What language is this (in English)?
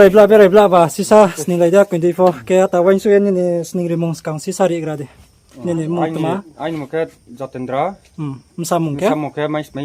Riang (India)